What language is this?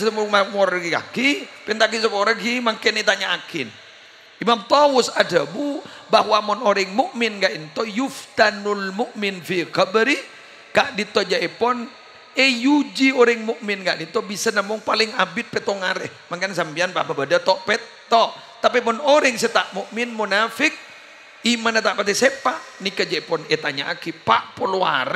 Madurese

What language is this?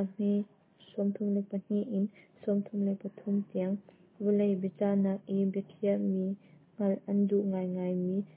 Hakha Chin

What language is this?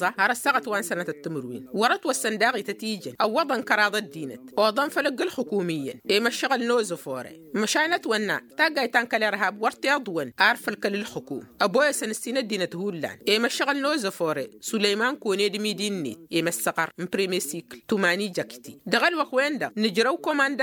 Tamasheq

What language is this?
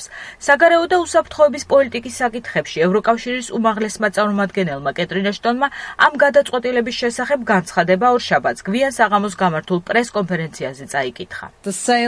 Georgian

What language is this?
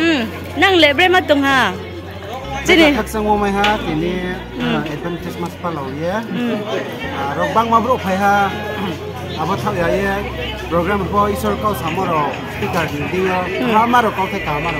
Riang (India)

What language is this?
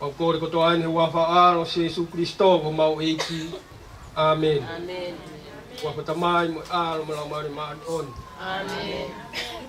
Tongan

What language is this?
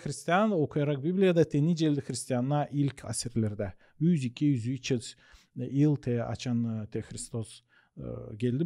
Gagauz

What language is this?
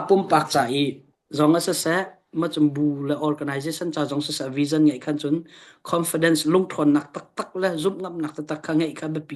Hakha Chin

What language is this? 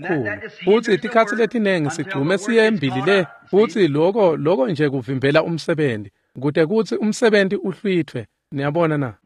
Swati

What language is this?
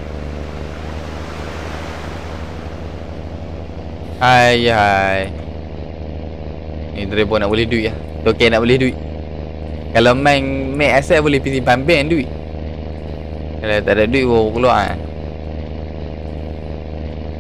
Malay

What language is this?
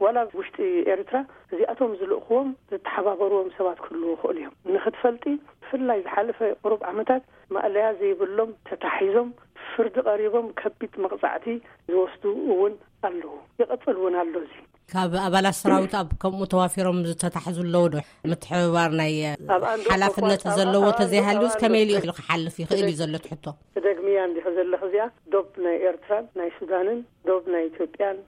Tigrinya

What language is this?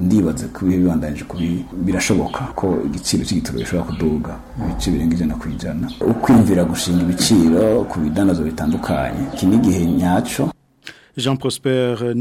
Rundi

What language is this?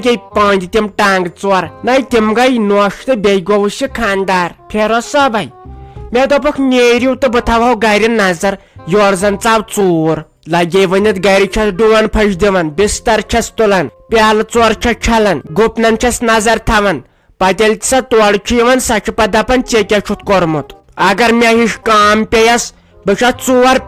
Kashmiri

